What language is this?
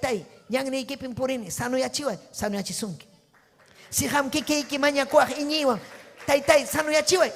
Ayacucho Quechua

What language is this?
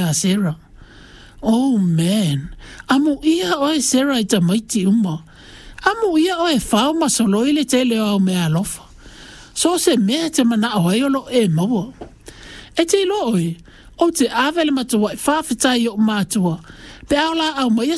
Samoan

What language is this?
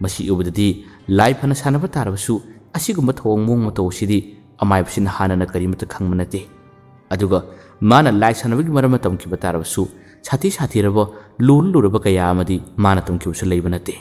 Manipuri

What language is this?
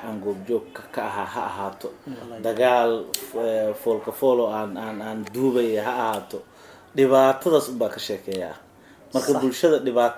Somali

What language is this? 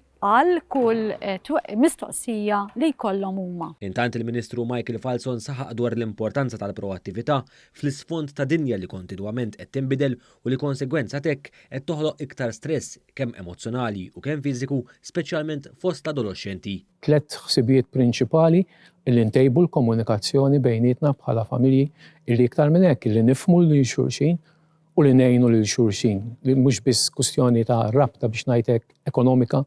Maltese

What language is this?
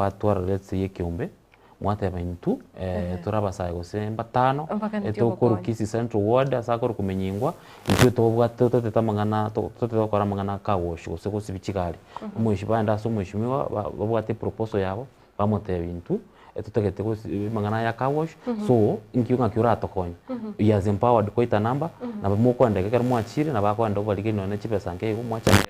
Gusii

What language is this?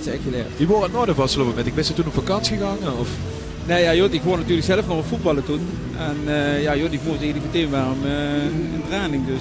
Limburgish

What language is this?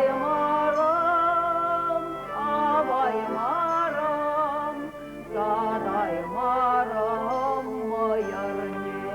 Chuvash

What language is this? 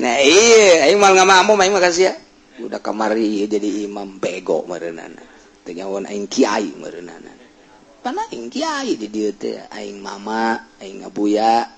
Sundanese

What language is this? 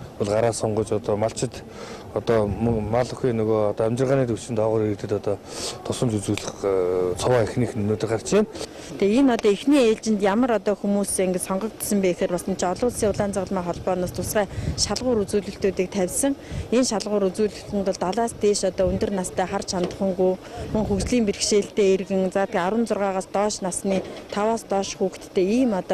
Mongolian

